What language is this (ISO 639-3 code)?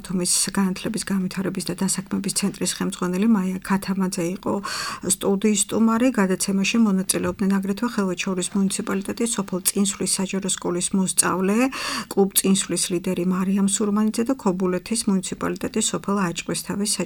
kat